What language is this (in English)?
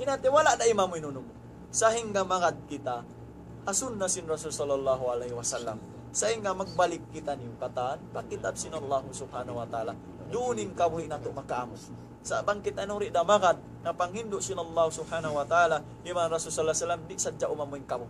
Tausug